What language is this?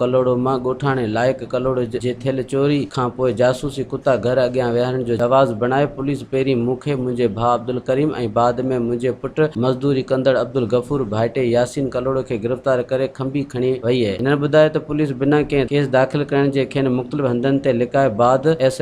Sindhi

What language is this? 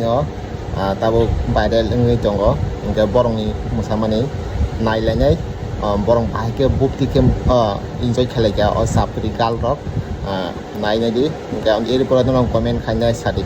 Kok Borok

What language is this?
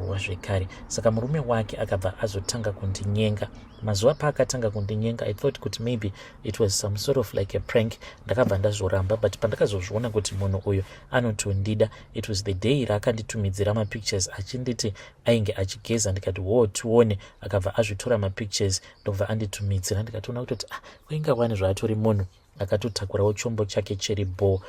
Shona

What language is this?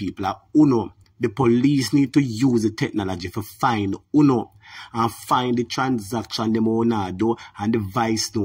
Jamaican Creole English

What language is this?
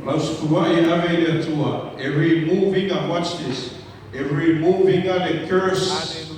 Samoan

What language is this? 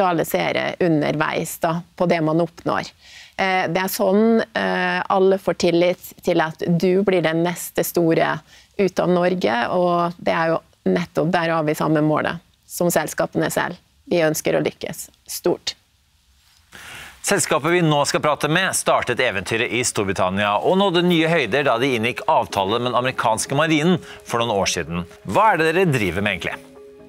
Norwegian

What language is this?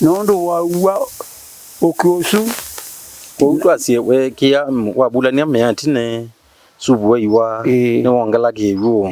Kamba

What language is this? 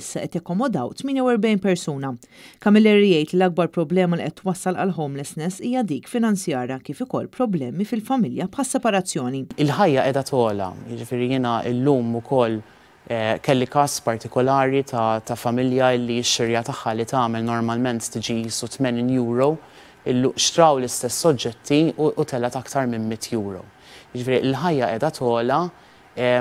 Maltese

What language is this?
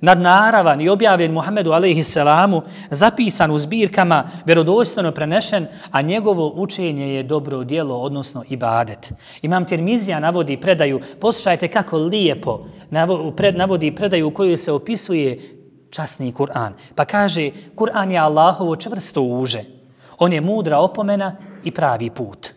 Bosnian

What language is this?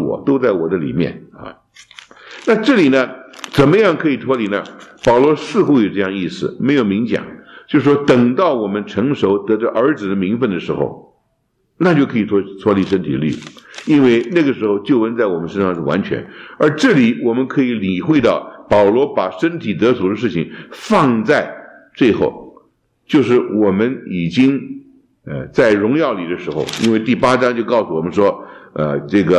Chinese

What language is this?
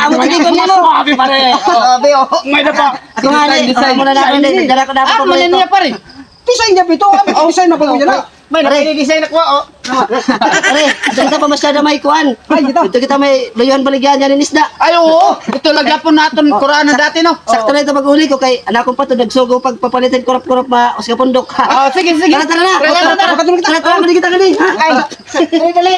Waray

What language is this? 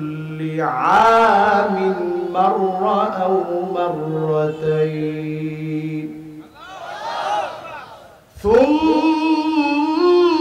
Bangla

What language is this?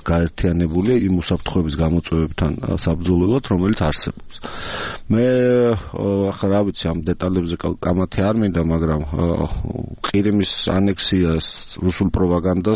Georgian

